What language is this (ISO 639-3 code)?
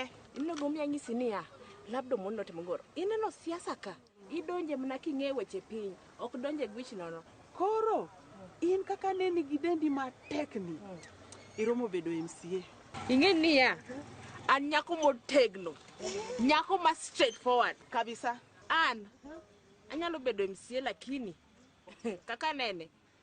luo